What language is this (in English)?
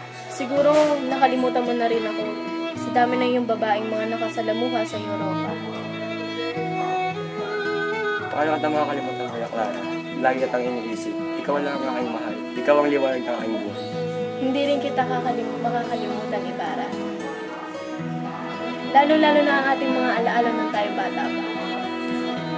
Filipino